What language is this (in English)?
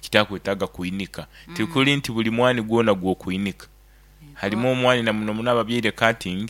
Nyoro